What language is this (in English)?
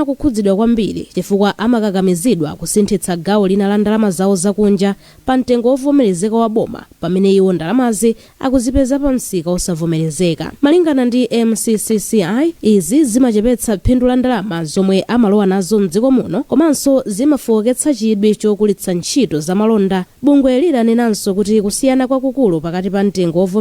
Nyanja